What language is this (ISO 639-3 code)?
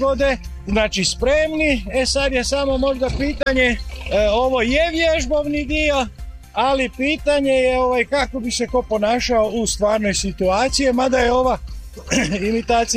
hrv